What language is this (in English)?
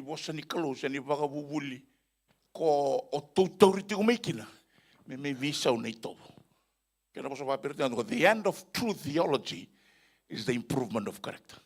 Fijian